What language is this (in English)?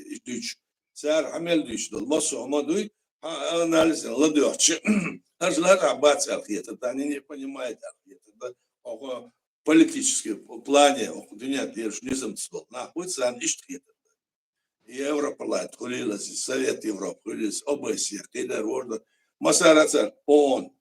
Chechen